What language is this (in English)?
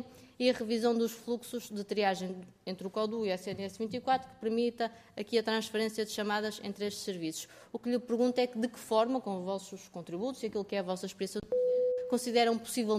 Portuguese